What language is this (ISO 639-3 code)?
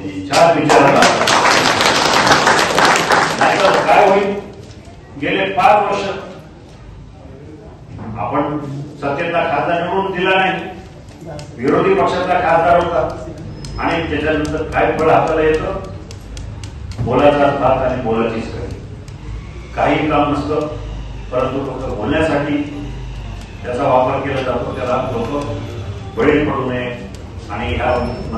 mar